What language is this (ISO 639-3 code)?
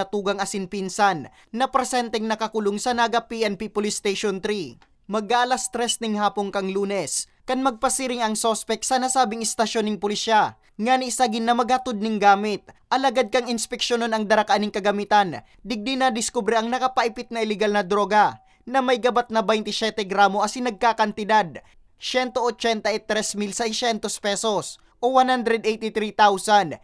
bik